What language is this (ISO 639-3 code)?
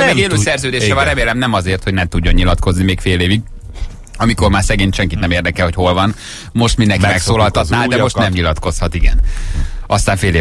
hun